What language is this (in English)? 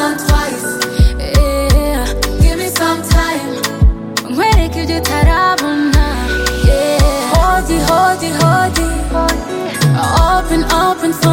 Kinyarwanda